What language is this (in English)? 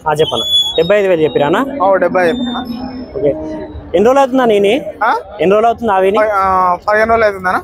Telugu